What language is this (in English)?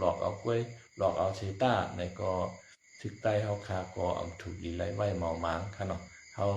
Shan